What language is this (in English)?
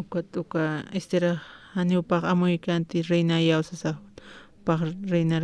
Aymara